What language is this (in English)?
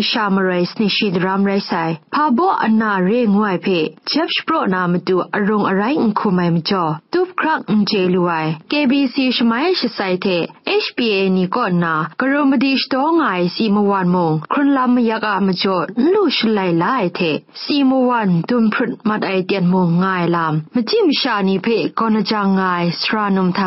Kachin